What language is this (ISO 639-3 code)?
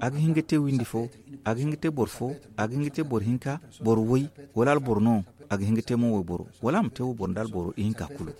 dje